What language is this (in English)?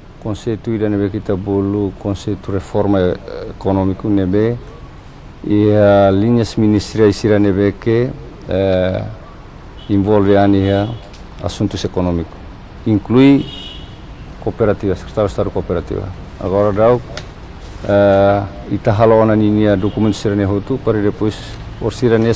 Tetum